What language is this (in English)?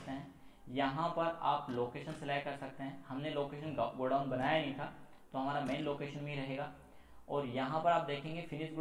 Hindi